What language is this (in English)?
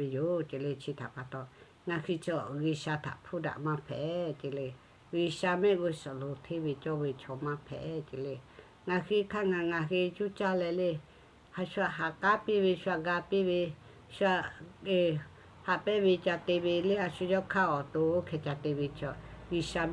Lahu